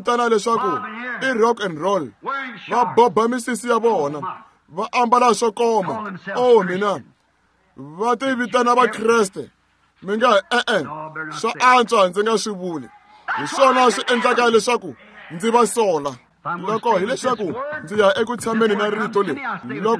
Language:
Tsonga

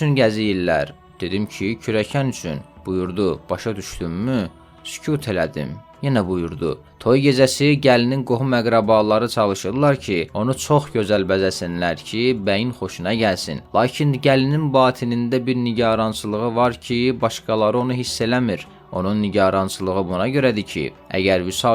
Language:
Azerbaijani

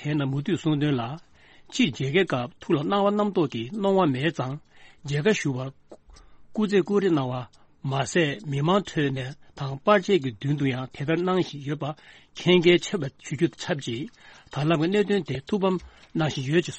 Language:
Tibetan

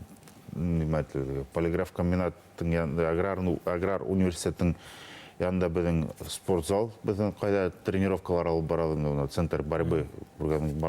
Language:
Bashkir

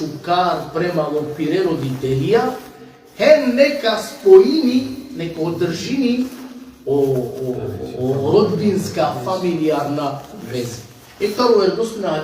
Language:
Balkan Romani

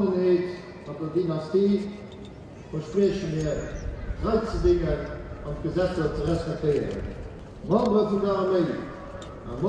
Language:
Luxembourgish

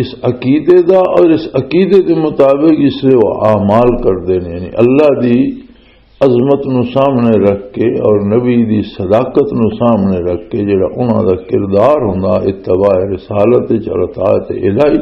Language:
Western Panjabi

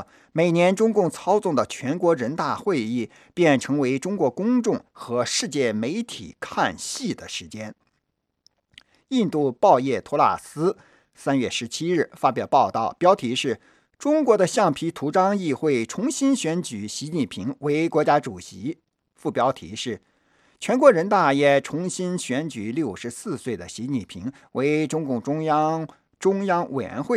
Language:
Chinese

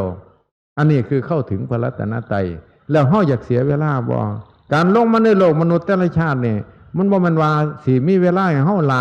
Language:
Northeastern Thai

